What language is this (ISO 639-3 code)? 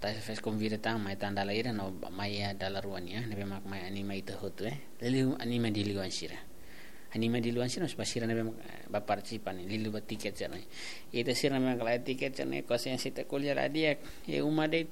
tet